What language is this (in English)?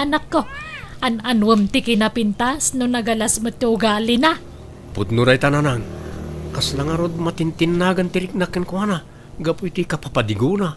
Iloko